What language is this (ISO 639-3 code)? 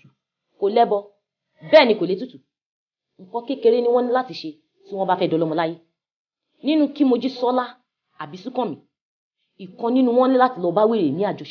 yor